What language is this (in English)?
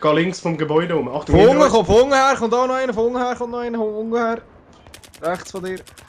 Swiss German